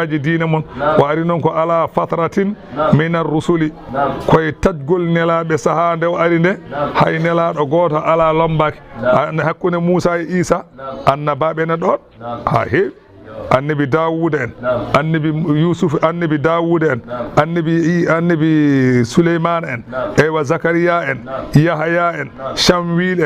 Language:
Fula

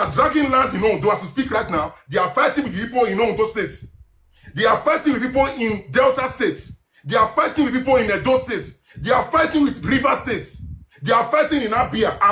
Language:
Nigerian Pidgin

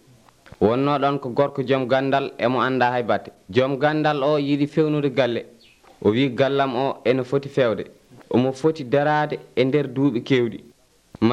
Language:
Nigerian Fulfulde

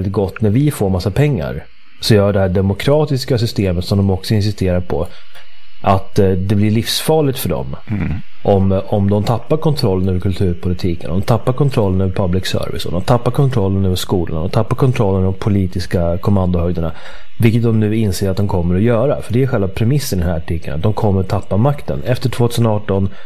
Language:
Swedish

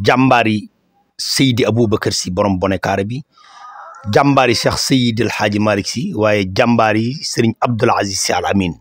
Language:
Wolof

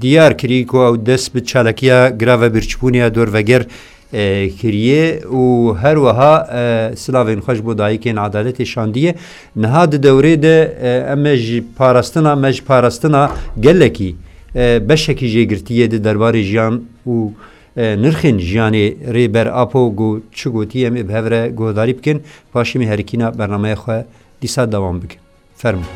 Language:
Kurdish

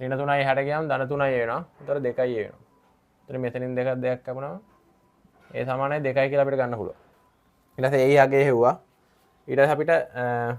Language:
Sinhala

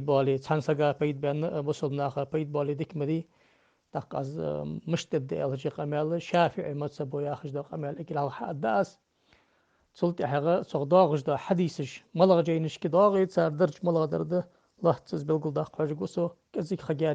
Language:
Ingush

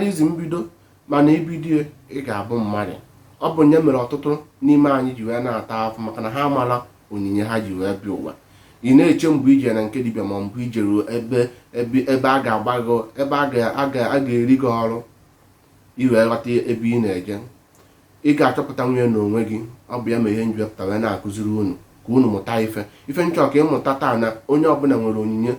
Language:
Igbo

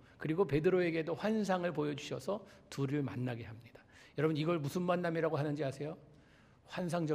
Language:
Korean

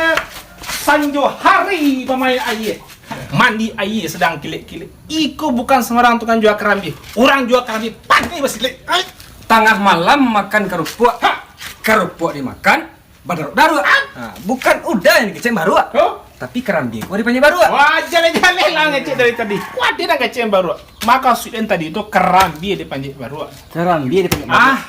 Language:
Minangkabau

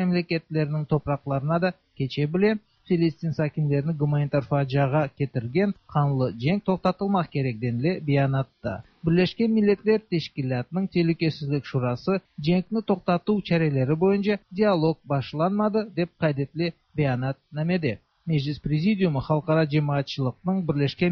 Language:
Tatar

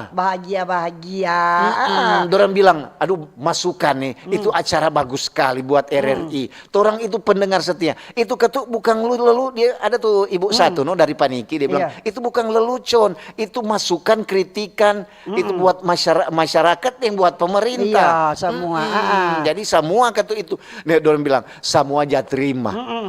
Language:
Manado Malay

